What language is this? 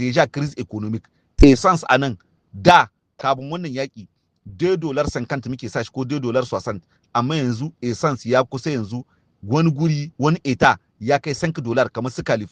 Hausa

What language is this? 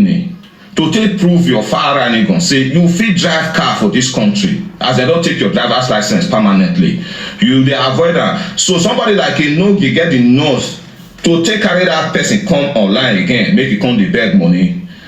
Nigerian Pidgin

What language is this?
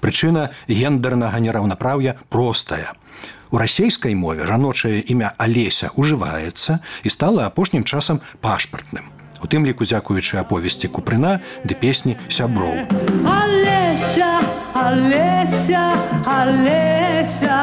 Belarusian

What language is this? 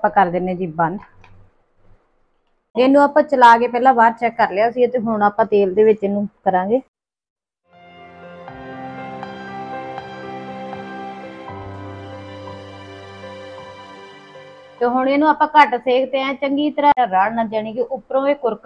Punjabi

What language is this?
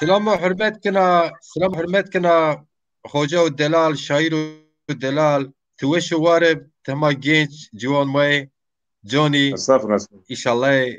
Zaza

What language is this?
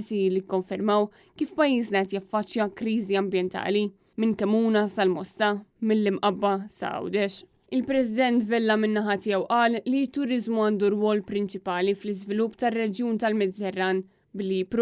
Maltese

